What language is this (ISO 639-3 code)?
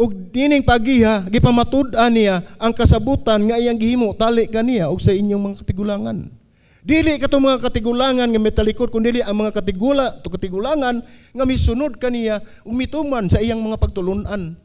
ceb